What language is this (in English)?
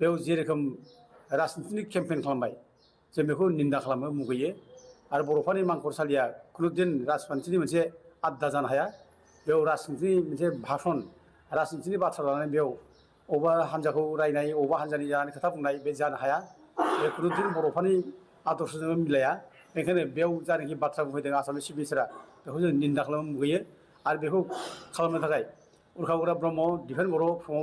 Bodo